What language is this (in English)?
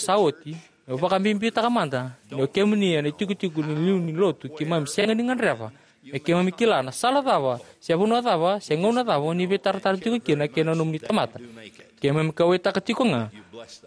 Fijian